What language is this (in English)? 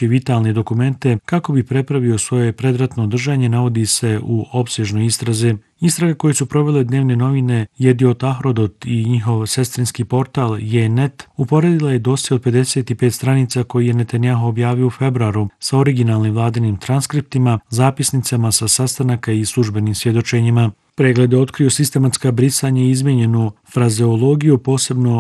Bosnian